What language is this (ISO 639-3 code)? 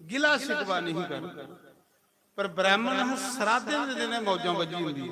doi